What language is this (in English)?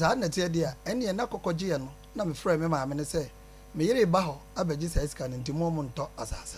Akan